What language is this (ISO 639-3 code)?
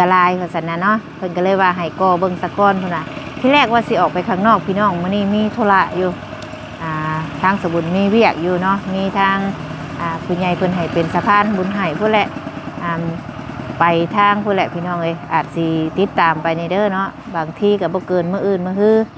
lao